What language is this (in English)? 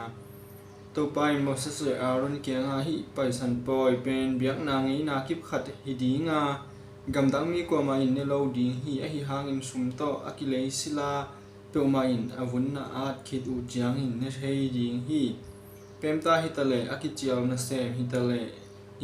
Tedim Chin